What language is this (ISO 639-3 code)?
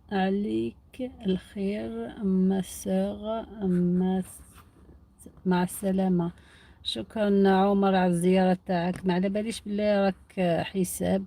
arq